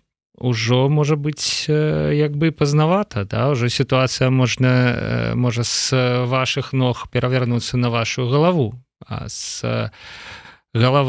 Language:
Belarusian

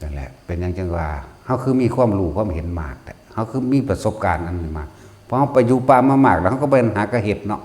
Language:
Northeastern Thai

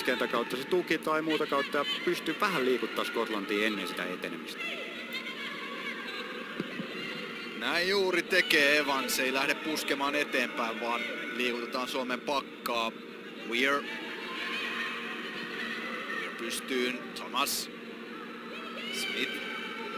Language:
Finnish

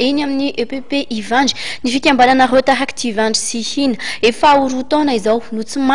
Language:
Malagasy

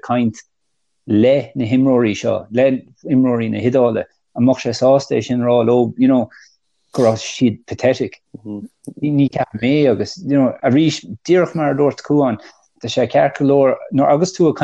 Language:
Irish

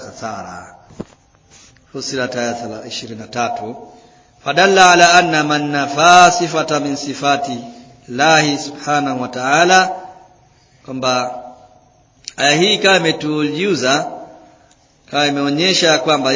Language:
Swahili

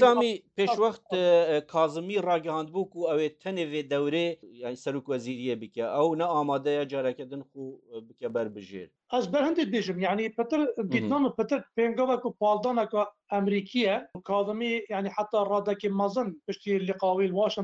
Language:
Kurdish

